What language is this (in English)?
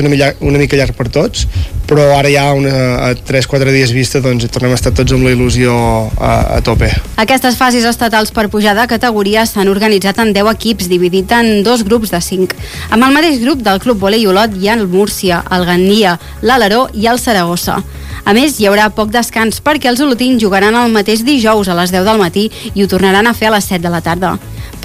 Catalan